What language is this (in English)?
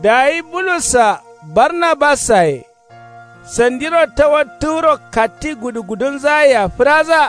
Kanuri